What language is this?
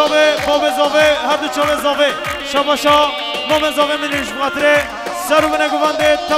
Kurdish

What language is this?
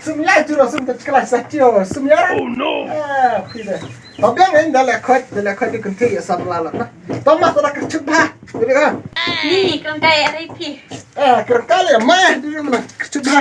Khasi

